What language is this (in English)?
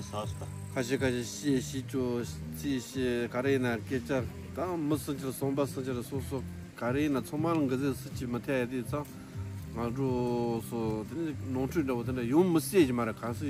Tibetan